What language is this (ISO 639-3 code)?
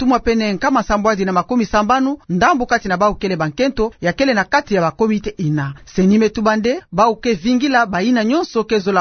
ktu